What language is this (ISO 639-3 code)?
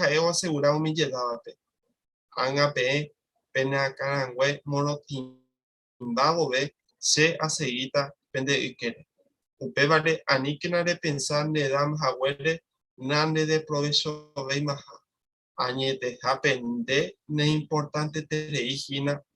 grn